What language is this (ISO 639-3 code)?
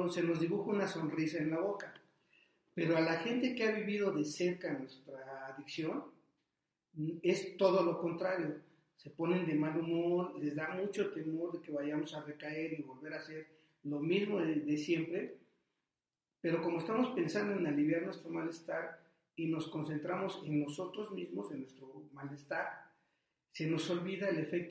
spa